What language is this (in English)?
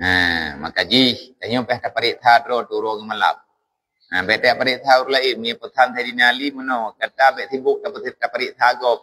Achinese